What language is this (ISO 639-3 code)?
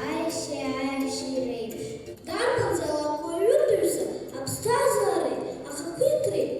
abk